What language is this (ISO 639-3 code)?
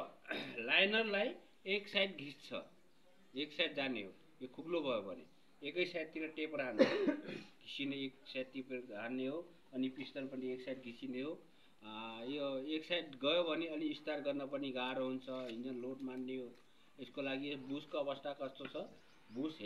nep